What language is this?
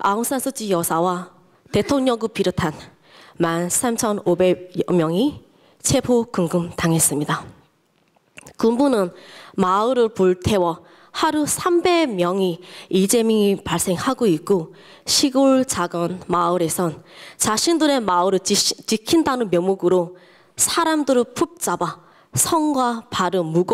Korean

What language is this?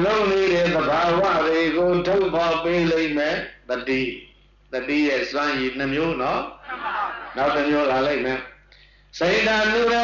Burmese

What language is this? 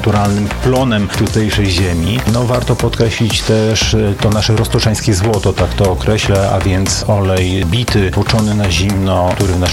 Polish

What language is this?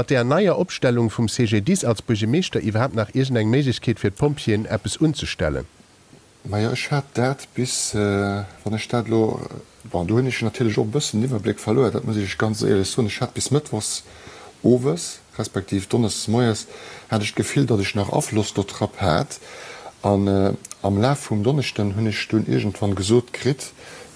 Luxembourgish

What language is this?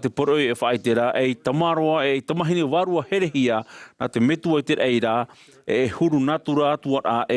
Tahitian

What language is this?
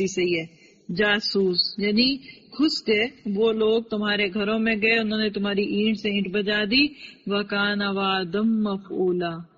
Urdu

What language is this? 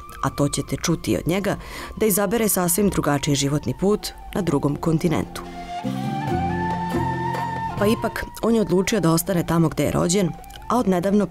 Serbian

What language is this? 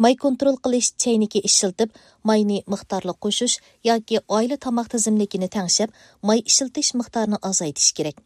Uyghur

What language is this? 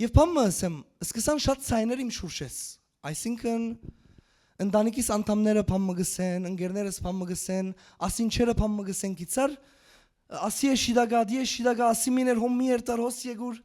Western Armenian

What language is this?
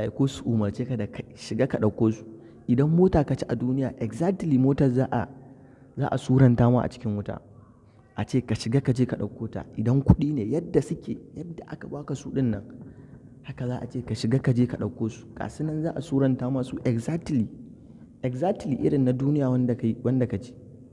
Hausa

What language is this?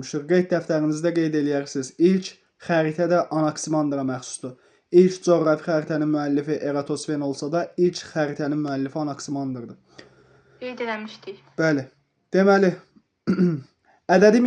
Azerbaijani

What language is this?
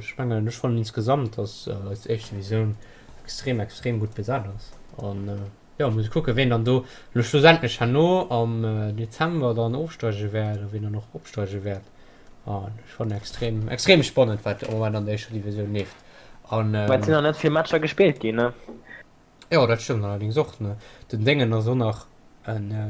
Luxembourgish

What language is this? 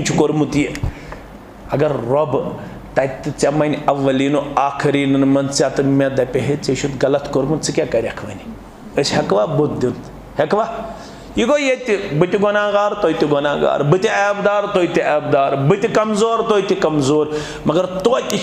Kashmiri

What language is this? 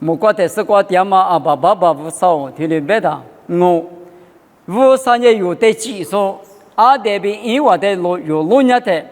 Lisu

